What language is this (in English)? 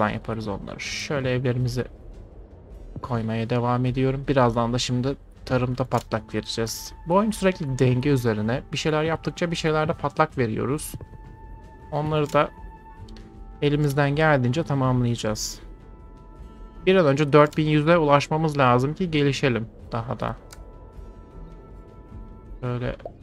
Turkish